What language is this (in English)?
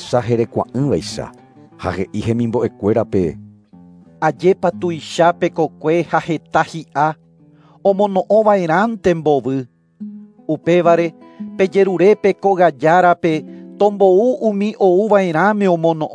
Guarani